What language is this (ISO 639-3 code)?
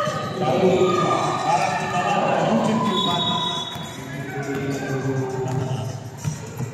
fil